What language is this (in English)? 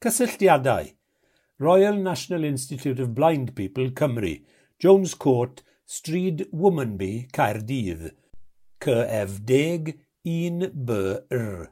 Welsh